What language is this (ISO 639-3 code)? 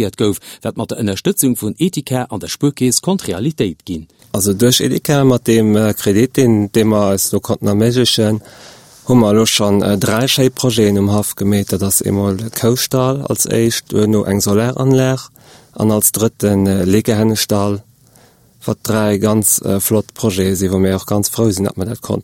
ltz